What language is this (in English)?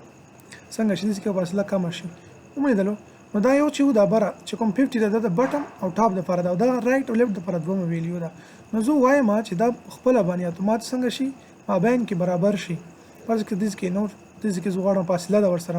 Pashto